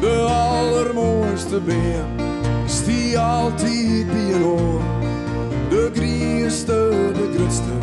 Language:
Western Frisian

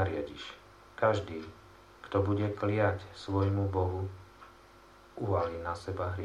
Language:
Slovak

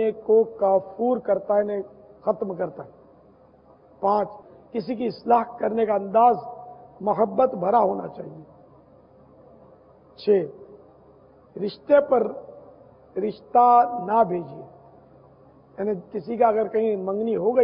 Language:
Urdu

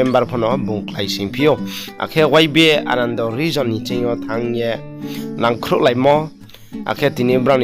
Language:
Riang (India)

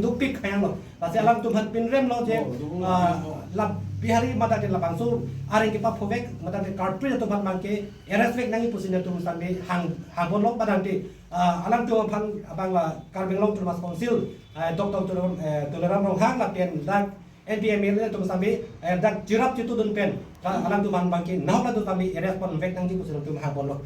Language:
Karbi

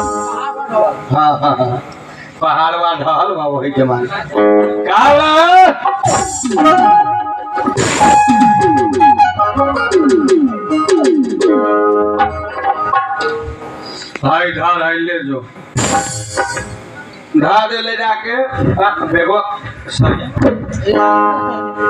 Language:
Bhojpuri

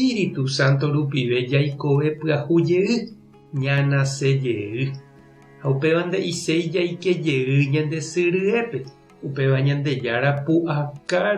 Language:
Guarani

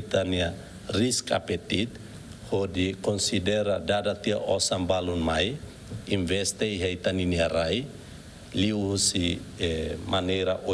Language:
Tetum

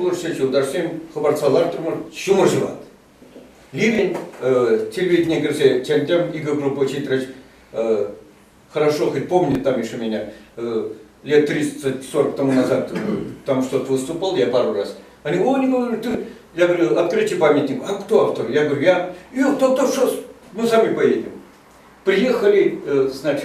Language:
Chuvash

